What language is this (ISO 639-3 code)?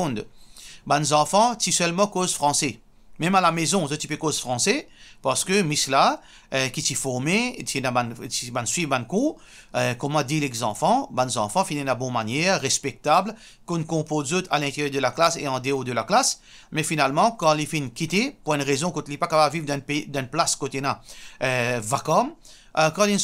mfe